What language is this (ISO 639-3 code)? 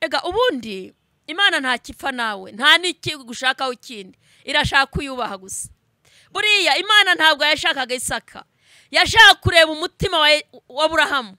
kin